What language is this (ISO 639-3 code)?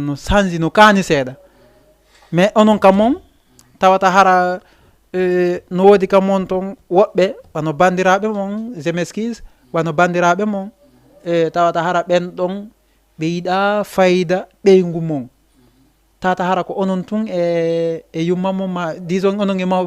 ful